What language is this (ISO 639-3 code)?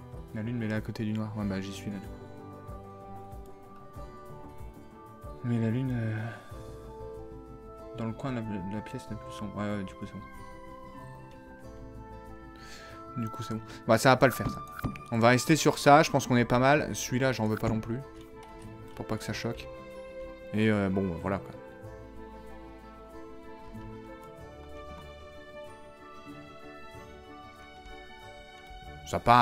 fra